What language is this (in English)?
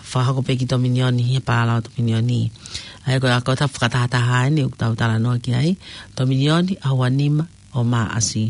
Tongan